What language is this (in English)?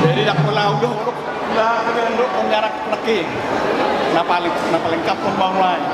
Batak Toba